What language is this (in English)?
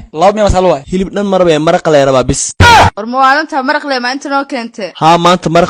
Somali